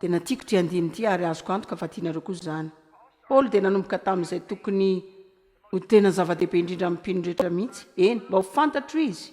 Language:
Malagasy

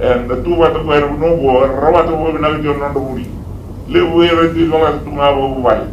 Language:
Fijian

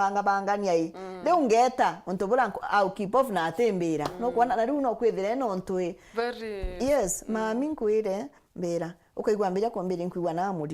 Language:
Meru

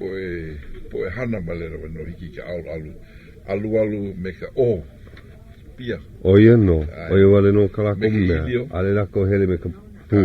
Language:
Hawaiian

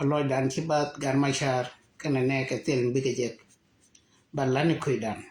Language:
Nuer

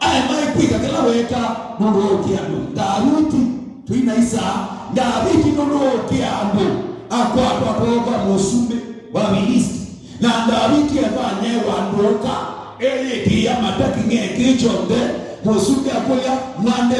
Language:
Kamba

